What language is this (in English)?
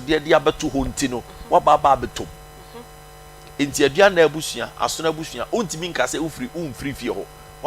Akan